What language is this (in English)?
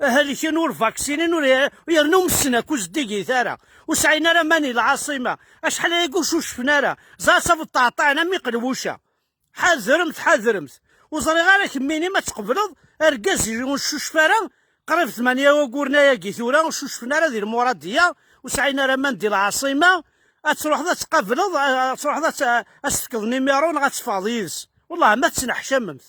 Kabyle